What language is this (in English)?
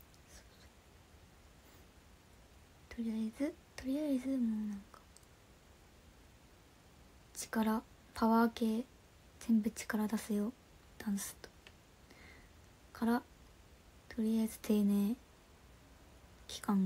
Japanese